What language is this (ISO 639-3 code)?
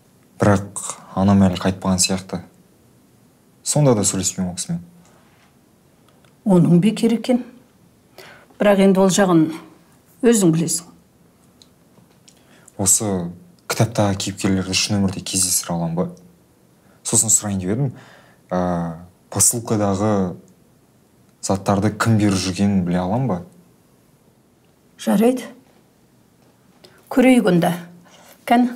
kaz